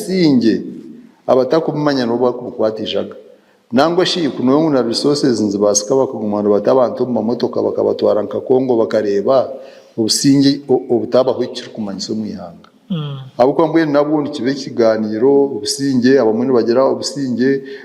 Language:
Nyankole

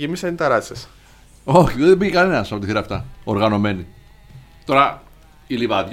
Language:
Greek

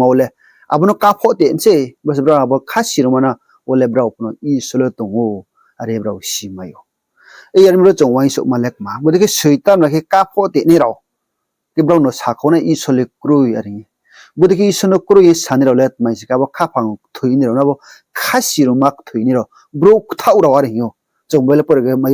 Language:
Riang (India)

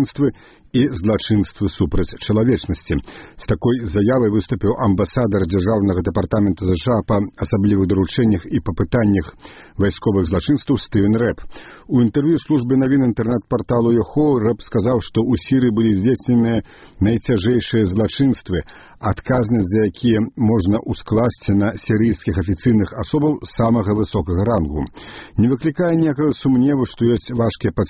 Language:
Belarusian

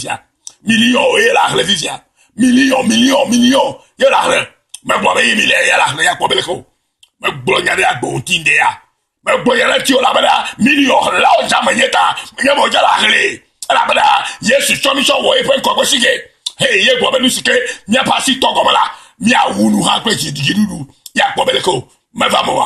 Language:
Ewe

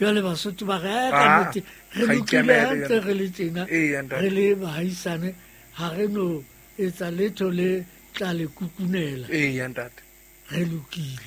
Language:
Southern Sotho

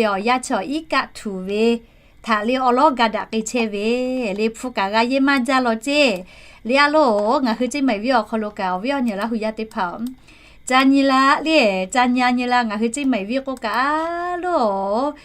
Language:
Lahu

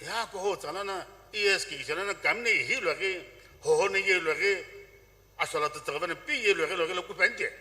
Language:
Sumi Naga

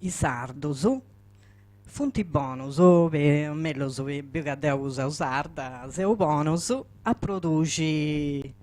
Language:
Sardinian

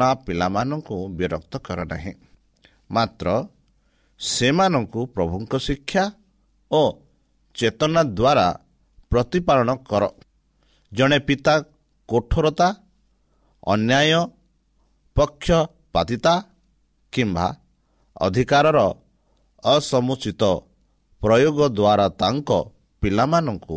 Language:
Odia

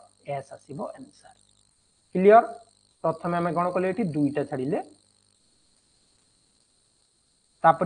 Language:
Odia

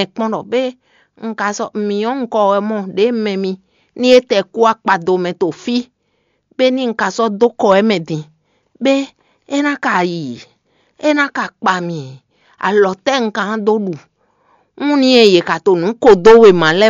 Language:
Fon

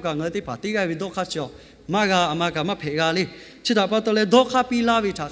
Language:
Lahu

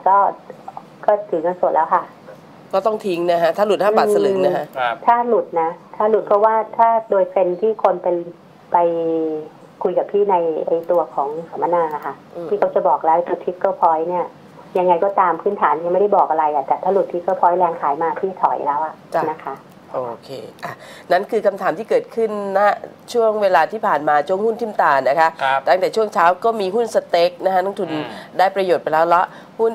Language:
Thai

